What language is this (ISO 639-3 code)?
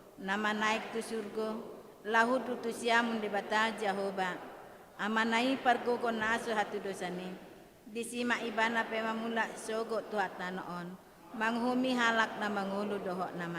bbc